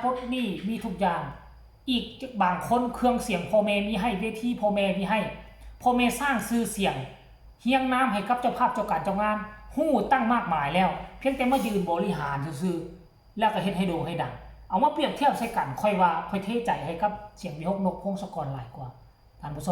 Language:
Northeastern Thai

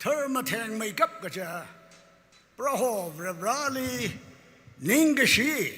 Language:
Tangkhul Naga (India)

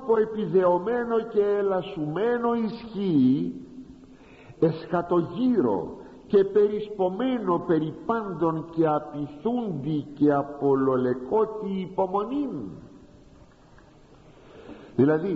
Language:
Greek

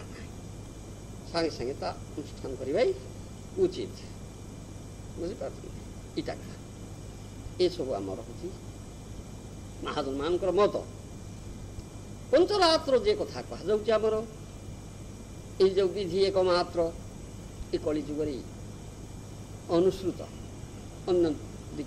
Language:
Odia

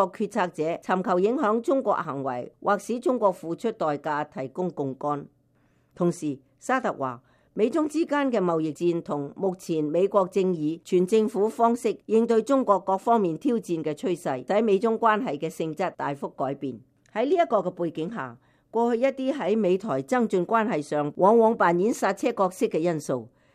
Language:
Cantonese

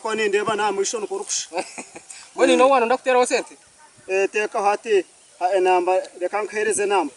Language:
Nyankole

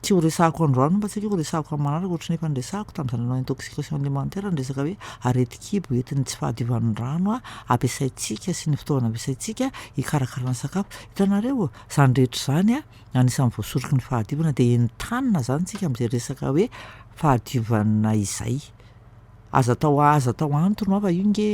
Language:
Malagasy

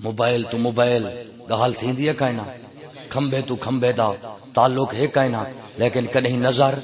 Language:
Saraiki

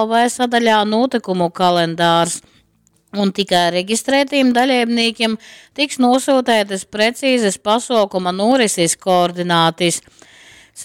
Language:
Latgalian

